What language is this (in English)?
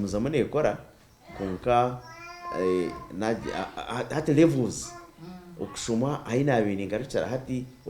Nyankole